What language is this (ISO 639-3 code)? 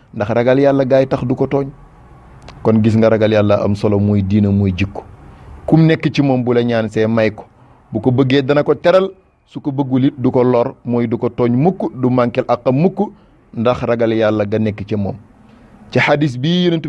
wol